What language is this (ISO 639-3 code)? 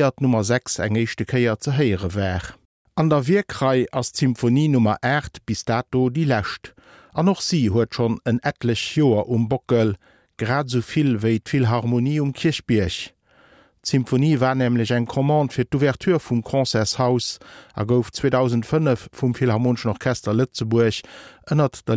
ltz